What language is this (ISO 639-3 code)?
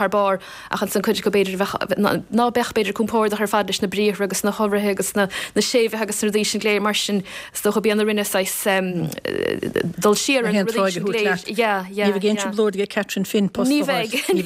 gle